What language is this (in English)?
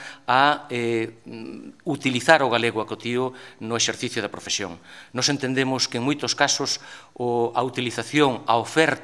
Galician